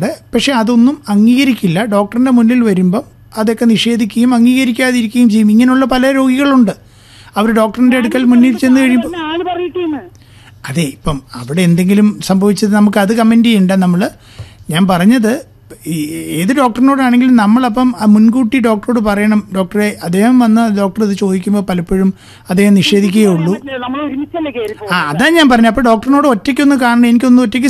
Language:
Malayalam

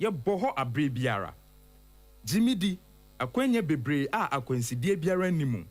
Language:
Akan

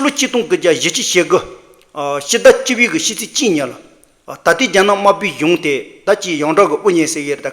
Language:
Tibetan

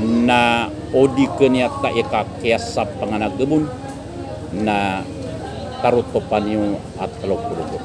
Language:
Maranao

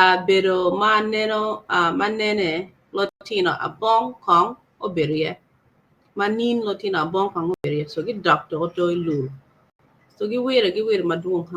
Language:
Acoli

